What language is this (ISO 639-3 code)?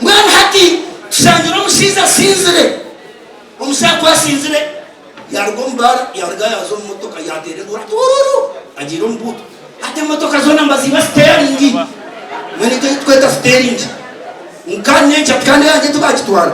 nyn